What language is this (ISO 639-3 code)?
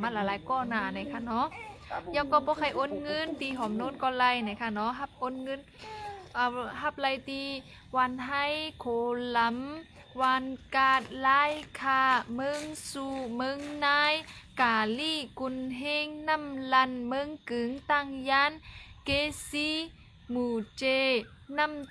shn